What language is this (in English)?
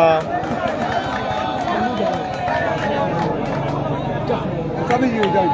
Burmese